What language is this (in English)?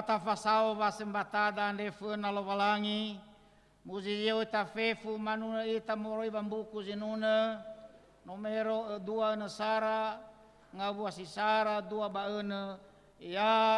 Nias